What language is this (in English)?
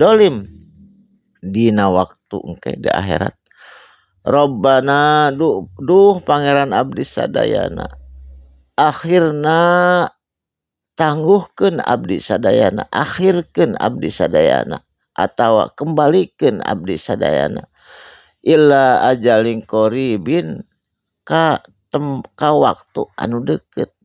Sundanese